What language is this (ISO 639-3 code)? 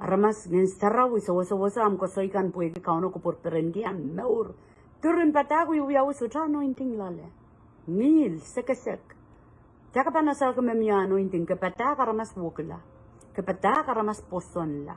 pon